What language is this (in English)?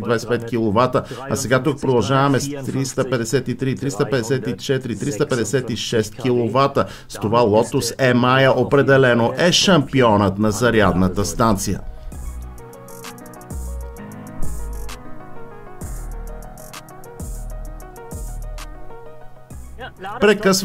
Bulgarian